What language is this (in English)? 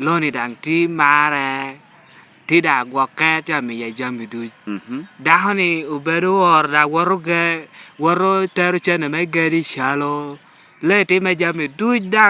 Lango (Uganda)